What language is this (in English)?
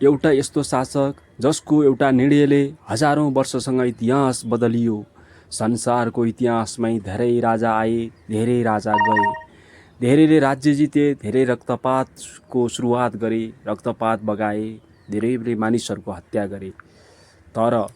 Nepali